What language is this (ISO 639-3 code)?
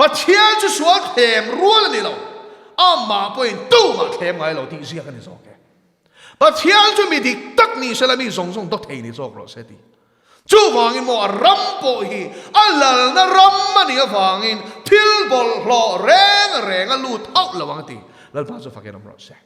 lus